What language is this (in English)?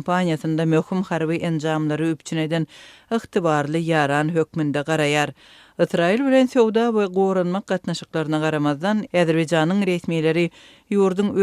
Turkmen